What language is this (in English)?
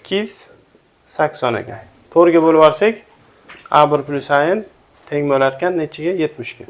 Uzbek